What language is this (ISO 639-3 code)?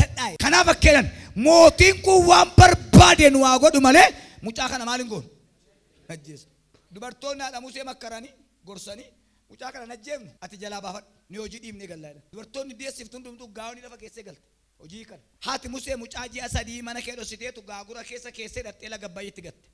orm